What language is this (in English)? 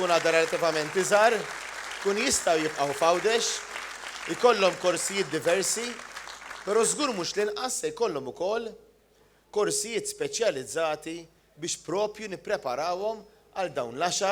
Maltese